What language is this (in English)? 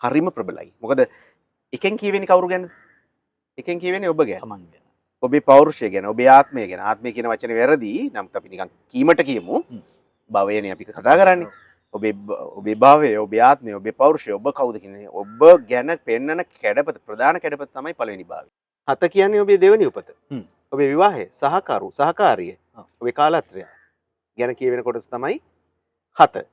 Sinhala